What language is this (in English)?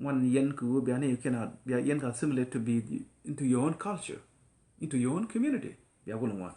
Nuer